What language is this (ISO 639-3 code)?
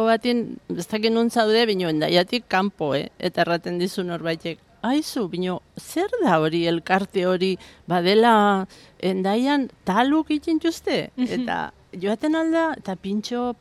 eus